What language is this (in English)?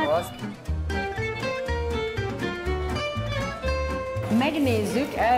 Hungarian